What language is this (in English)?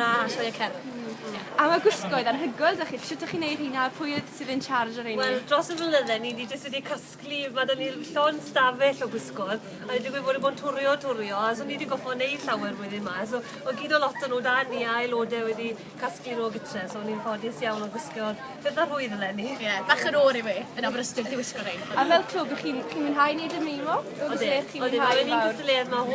Welsh